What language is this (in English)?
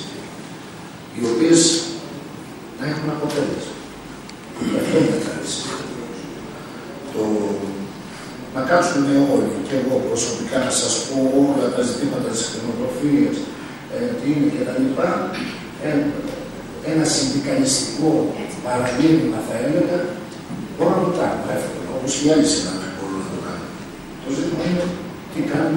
Greek